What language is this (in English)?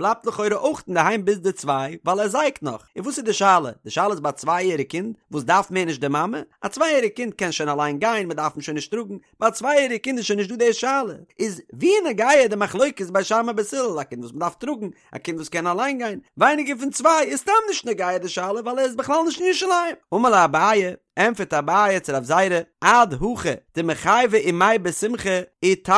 Yiddish